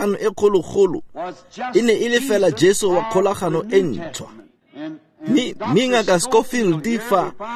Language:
Tswana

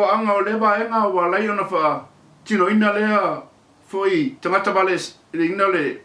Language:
Samoan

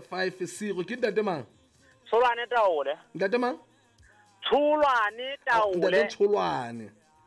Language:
Southern Sotho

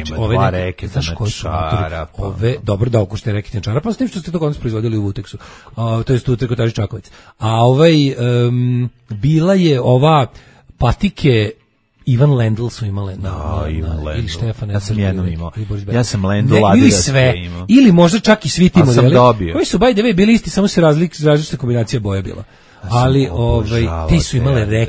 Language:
Serbian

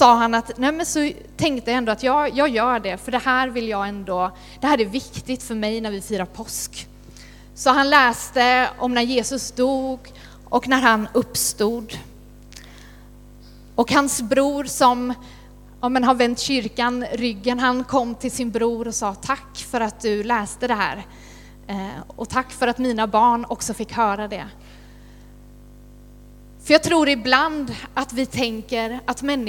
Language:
Swedish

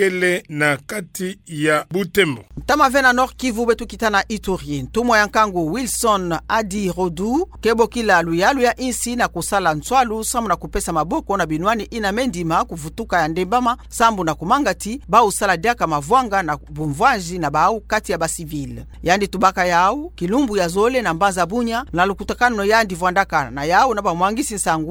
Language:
Kituba (Democratic Republic of Congo)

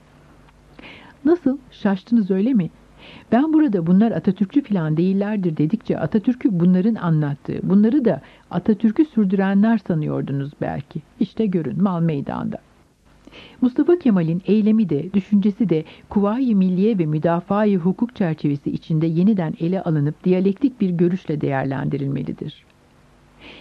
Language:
Turkish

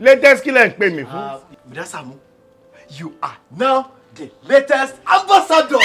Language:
Yoruba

